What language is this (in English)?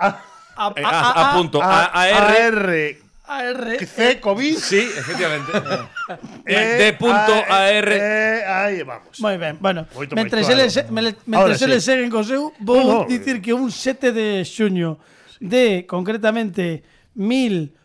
Galician